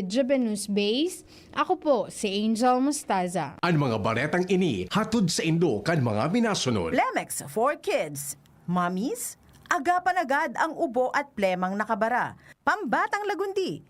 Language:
Bikol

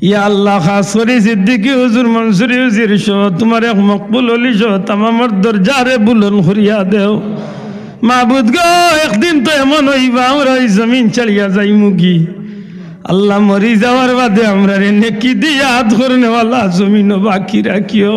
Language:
Sylheti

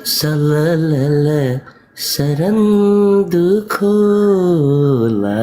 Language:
Nepali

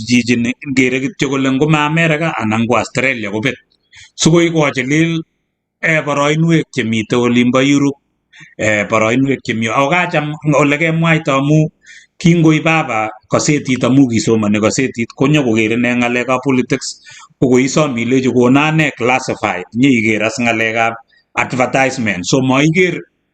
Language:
Kalenjin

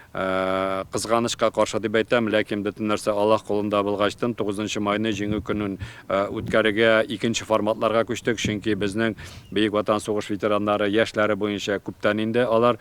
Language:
Tatar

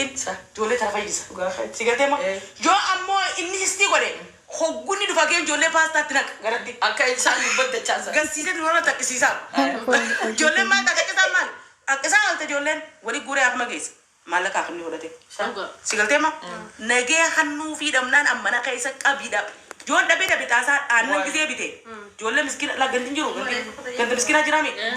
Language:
Oromo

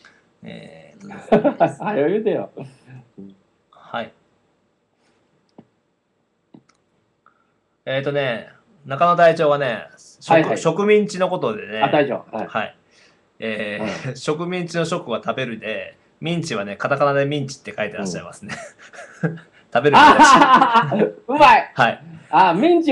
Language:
Japanese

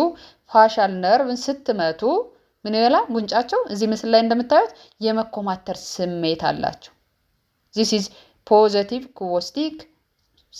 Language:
Amharic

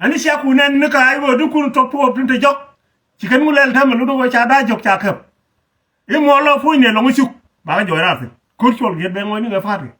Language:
Nuer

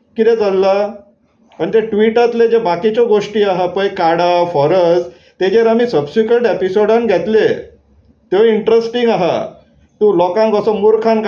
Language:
Konkani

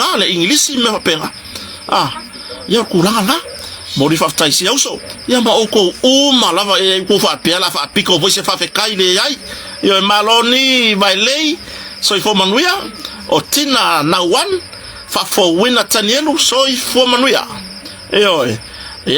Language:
Samoan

